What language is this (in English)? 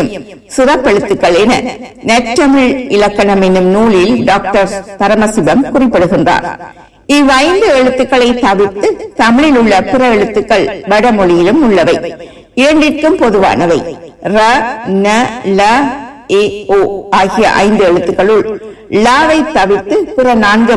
Tamil